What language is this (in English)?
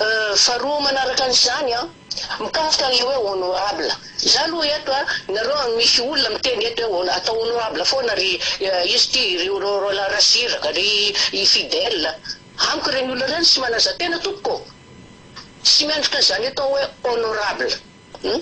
Malagasy